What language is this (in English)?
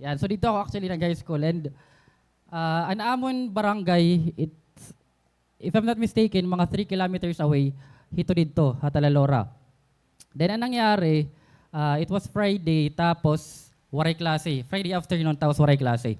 Waray